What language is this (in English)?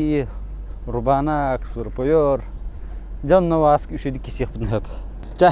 Yakut